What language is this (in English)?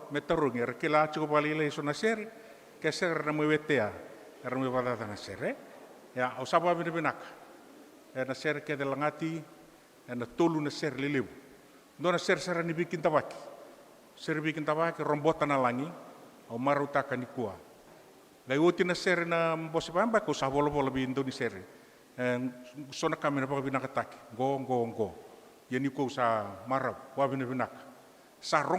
Fijian